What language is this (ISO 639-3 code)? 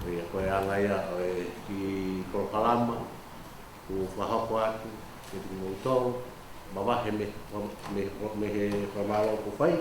ton